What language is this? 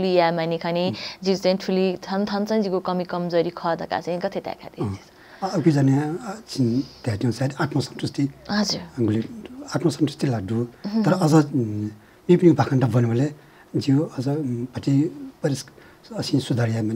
Newari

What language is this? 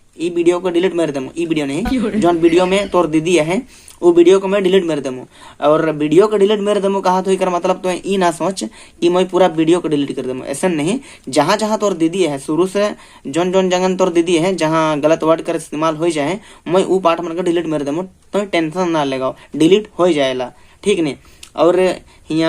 Sadri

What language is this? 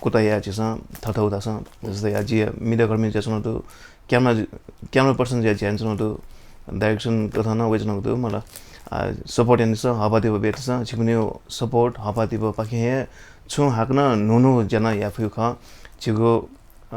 Newari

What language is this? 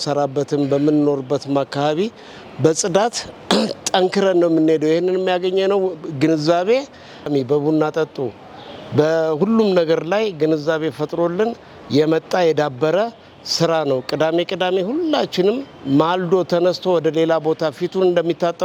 Amharic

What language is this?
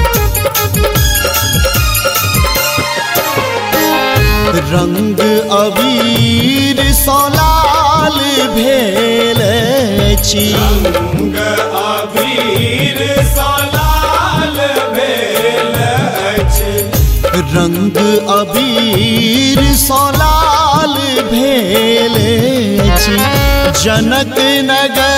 Maithili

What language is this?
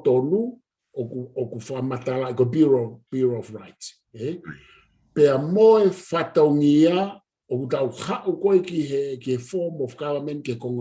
Tongan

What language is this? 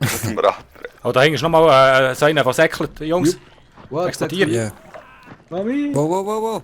Swiss German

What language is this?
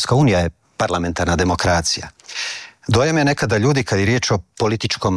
Croatian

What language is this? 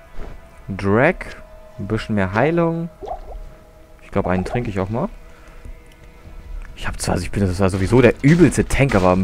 German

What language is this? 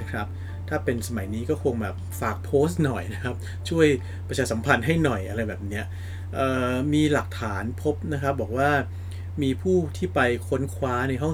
Thai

